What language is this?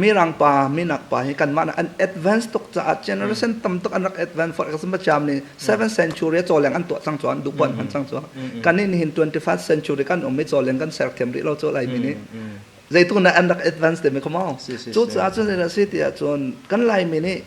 Hakha Chin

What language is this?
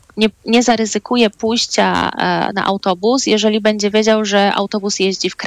Polish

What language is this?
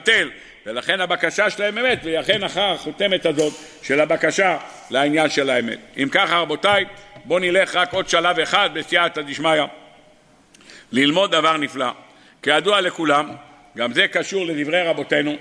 Hebrew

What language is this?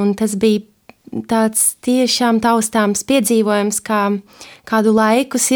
Latvian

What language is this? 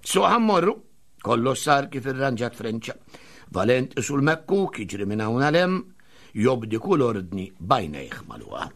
Maltese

